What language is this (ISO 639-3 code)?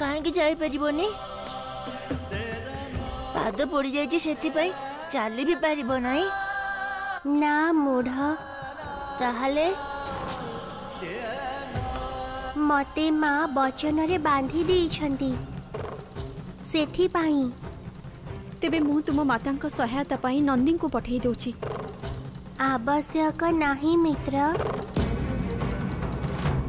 ori